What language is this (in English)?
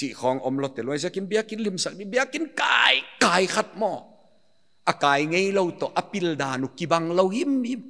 Paite Chin